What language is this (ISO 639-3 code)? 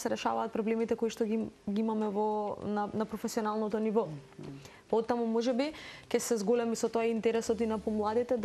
mkd